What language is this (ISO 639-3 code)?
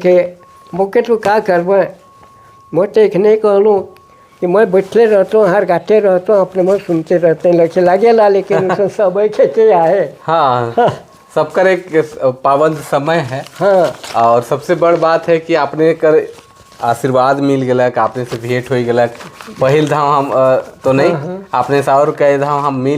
sck